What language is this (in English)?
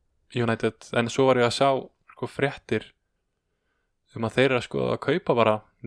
Icelandic